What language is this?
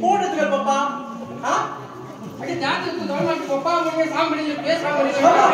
Konkani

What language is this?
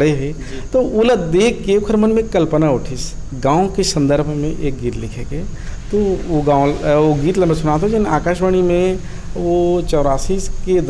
Chhattisgarhi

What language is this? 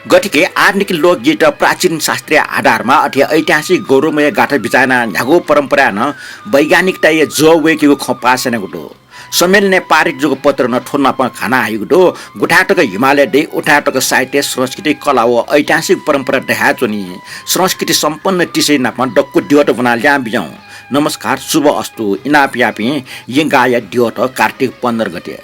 Newari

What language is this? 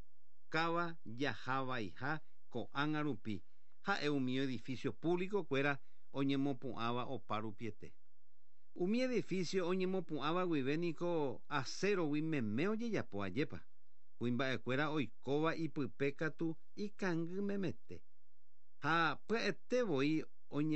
Guarani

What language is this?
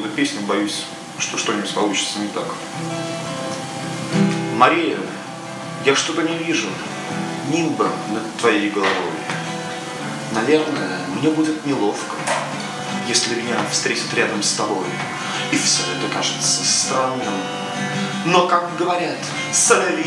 Russian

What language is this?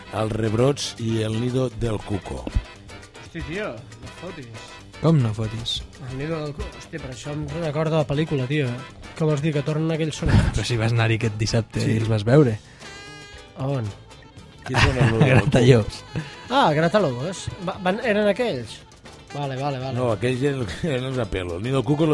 Catalan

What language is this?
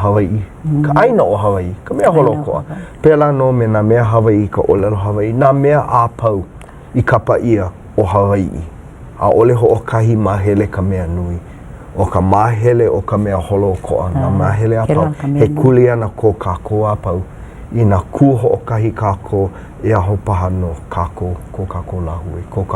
Hawaiian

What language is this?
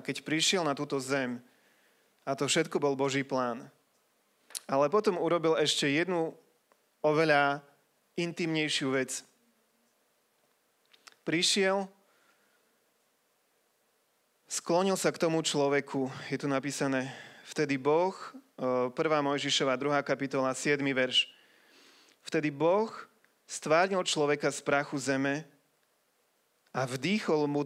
Slovak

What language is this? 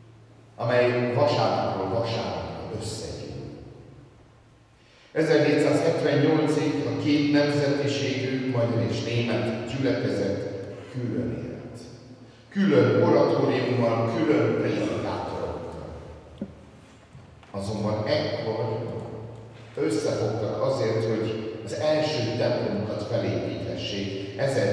Hungarian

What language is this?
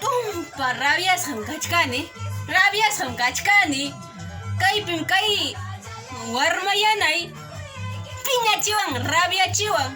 Ayacucho Quechua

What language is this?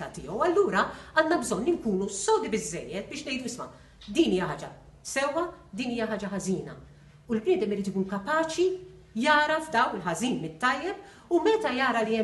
Maltese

